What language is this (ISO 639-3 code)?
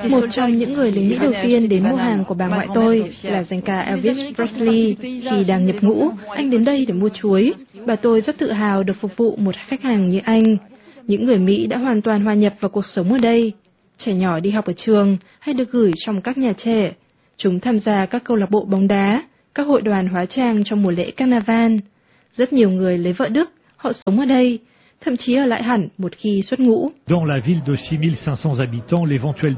vie